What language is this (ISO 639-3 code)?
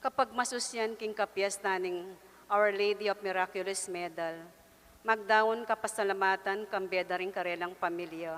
pam